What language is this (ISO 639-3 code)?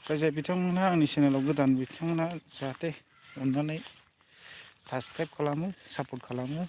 brx